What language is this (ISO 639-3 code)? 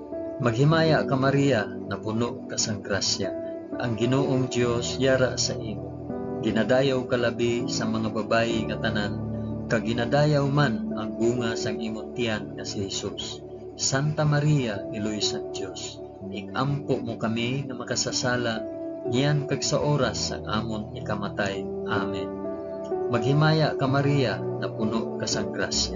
hil